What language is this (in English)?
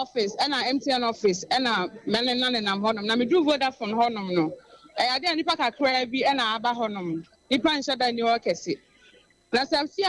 Akan